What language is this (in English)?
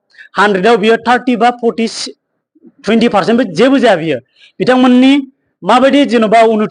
Bodo